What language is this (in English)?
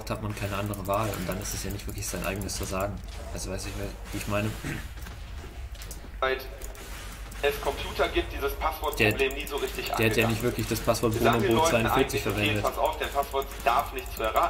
German